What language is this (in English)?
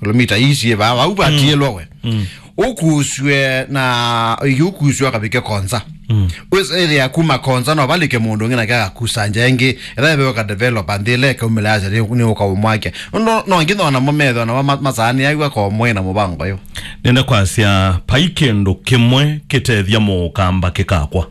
Kamba